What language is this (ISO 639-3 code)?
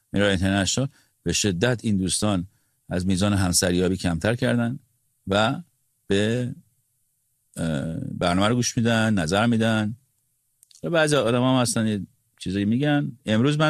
fas